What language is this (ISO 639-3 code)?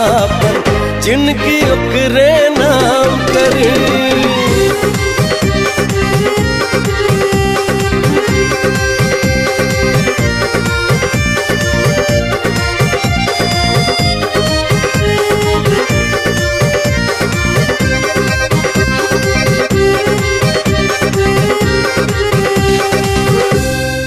bho